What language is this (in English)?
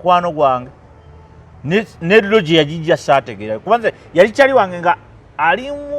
Ganda